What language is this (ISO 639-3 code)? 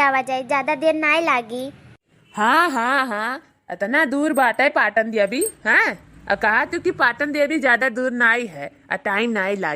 awa